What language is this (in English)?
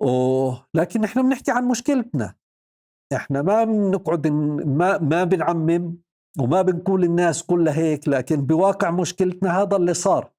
North Levantine Arabic